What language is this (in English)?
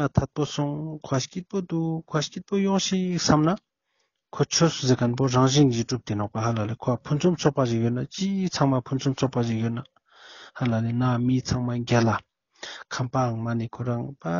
Ladakhi